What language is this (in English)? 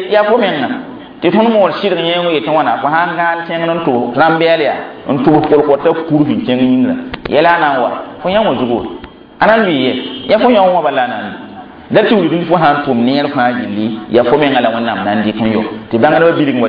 Mossi